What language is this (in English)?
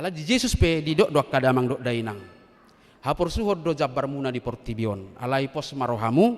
Batak Toba